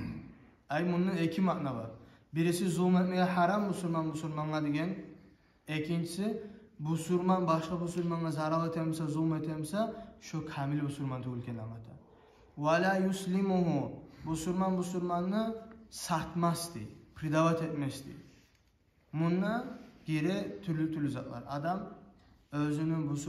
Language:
Kumyk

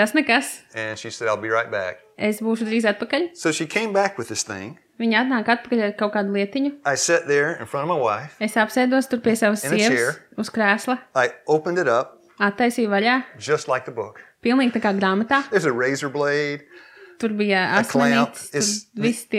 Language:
Latvian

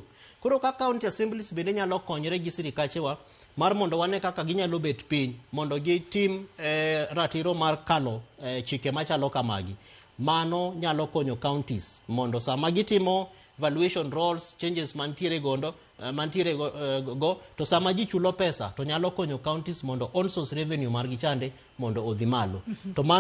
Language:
Luo (Kenya and Tanzania)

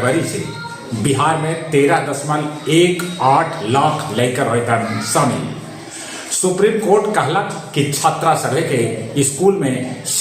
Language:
Magahi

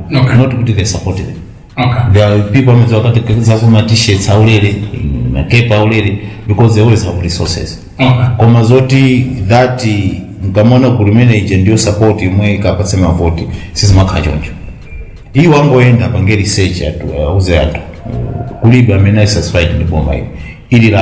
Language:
Nyanja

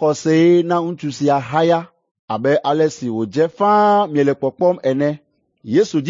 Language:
Ewe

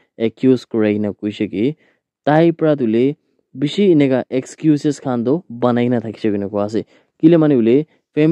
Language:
Naga Pidgin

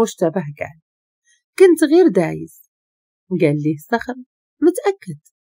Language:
Moroccan Arabic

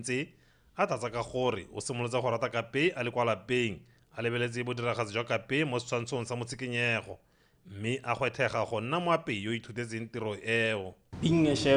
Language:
Tswana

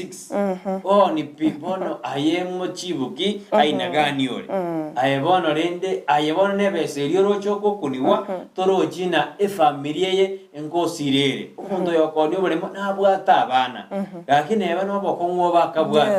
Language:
Gusii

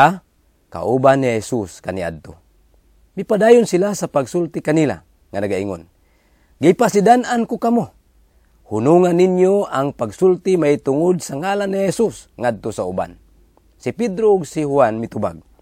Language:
Cebuano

